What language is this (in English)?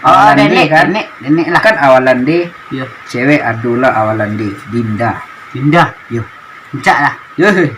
Minangkabau